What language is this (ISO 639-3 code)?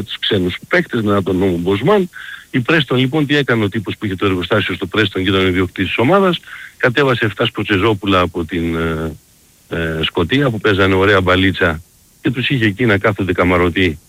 ell